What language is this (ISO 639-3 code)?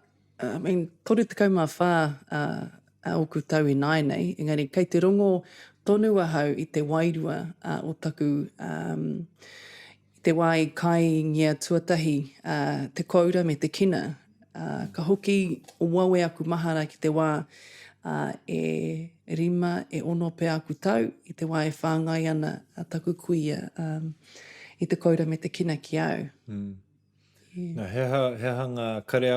mri